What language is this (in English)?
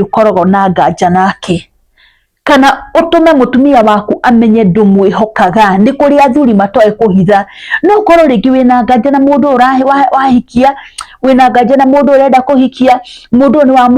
Kikuyu